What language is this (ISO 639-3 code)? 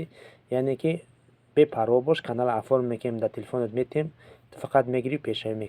tgk